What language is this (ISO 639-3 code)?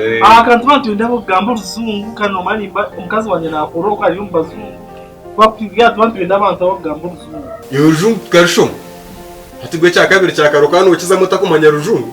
nyn